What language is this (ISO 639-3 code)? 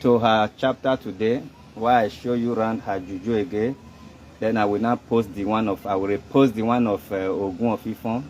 pcm